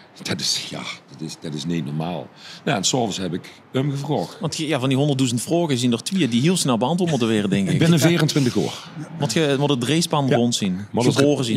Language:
Limburgish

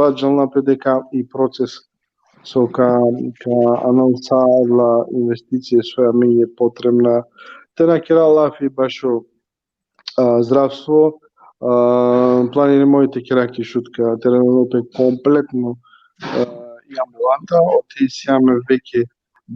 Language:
Balkan Romani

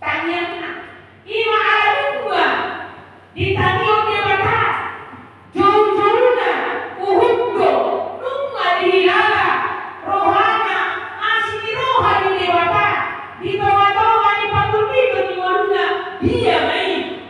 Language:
Batak Toba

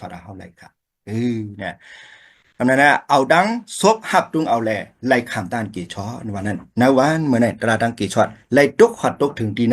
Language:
Shan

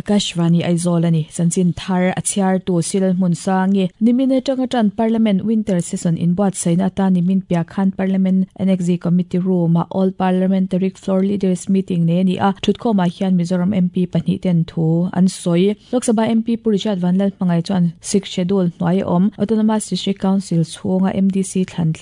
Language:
Mizo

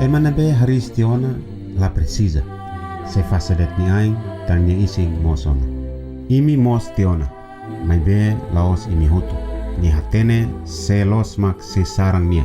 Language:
Tetum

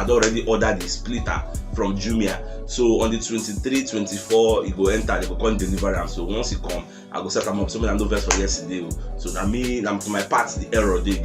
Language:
Nigerian Pidgin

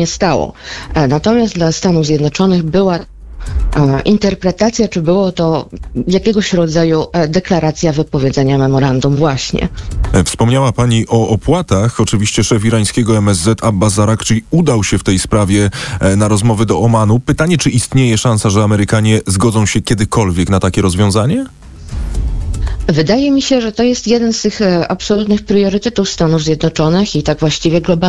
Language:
Polish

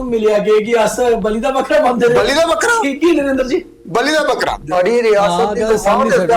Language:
Dogri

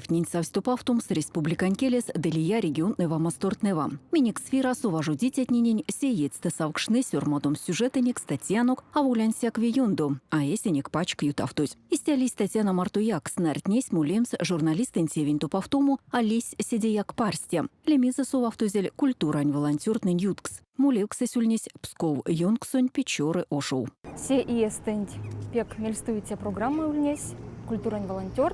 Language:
Erzya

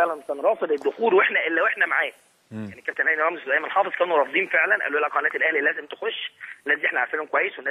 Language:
Egyptian Arabic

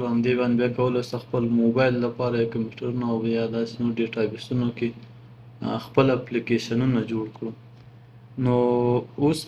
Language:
Pashto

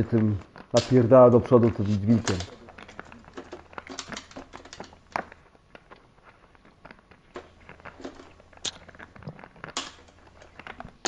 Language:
Polish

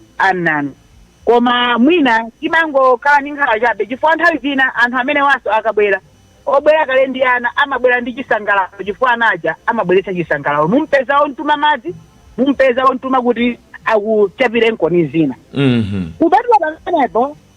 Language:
Nyanja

